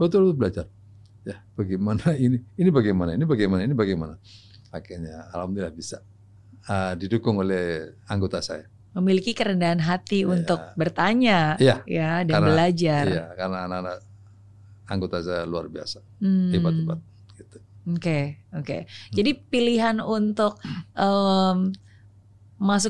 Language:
Indonesian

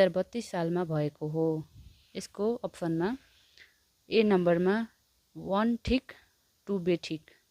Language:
Nepali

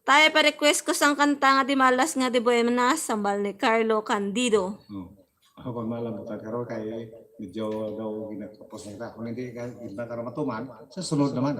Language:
Hiligaynon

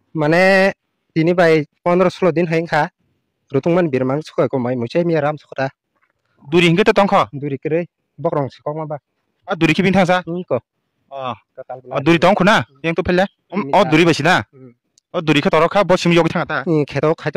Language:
Kok Borok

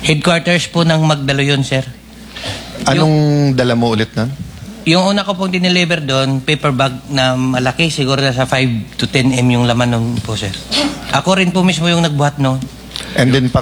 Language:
Filipino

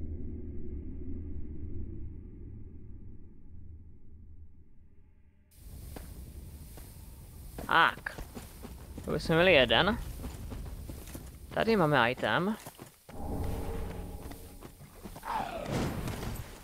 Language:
Czech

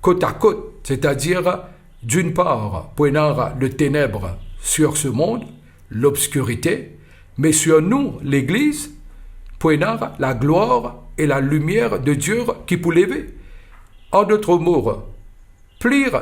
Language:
Morisyen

